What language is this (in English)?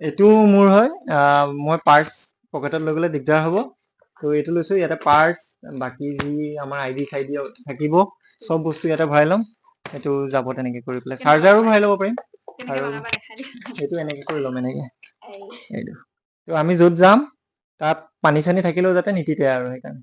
Assamese